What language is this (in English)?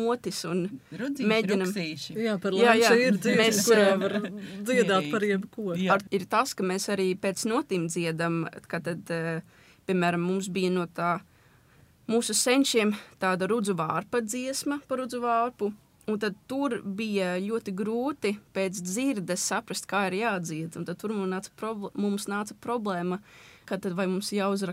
Latvian